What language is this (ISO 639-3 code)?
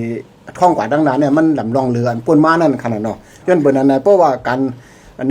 shn